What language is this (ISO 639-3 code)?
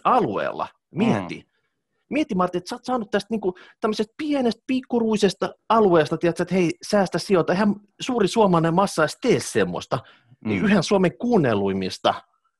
fin